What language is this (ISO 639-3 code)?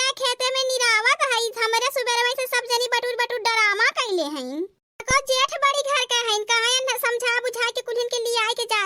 awa